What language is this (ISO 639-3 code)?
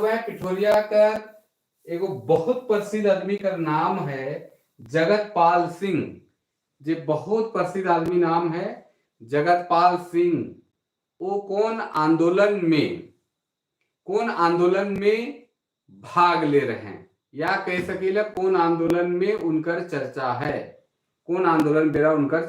sck